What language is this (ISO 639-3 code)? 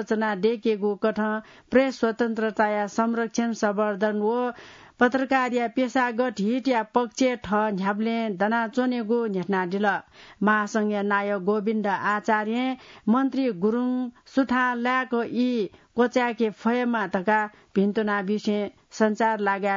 new